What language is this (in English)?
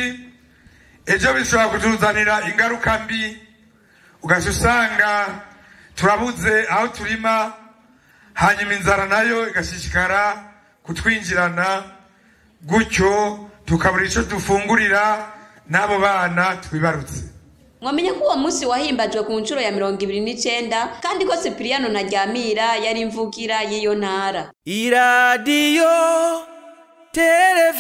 Rundi